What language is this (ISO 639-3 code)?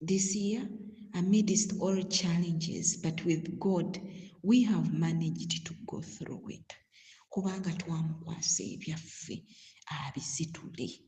lug